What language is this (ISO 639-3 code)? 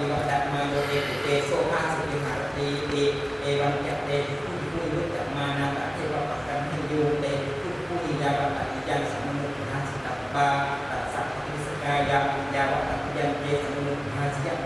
pli